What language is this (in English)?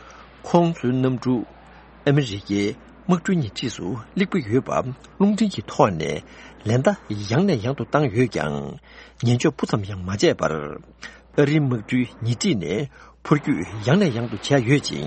Tibetan